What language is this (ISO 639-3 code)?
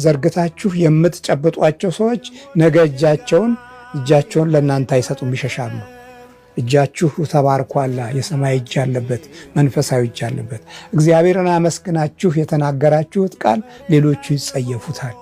amh